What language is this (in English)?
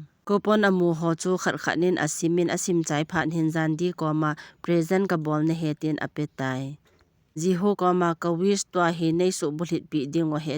Thado Chin